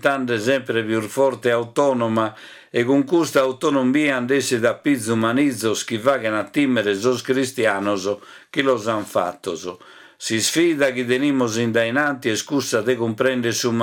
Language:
Sardinian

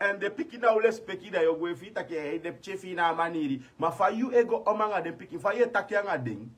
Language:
Sranan Tongo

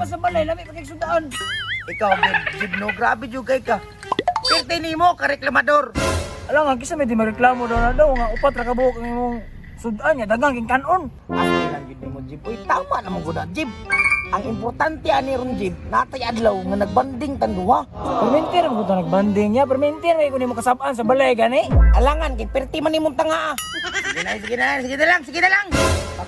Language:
Cebuano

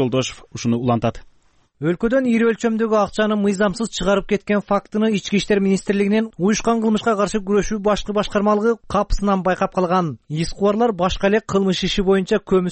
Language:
Kyrgyz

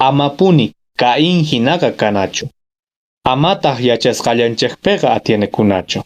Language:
Quechua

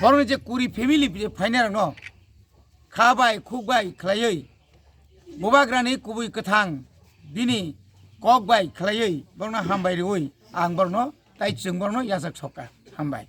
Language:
Kok Borok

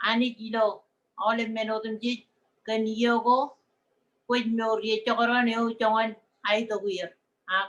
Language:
Marshallese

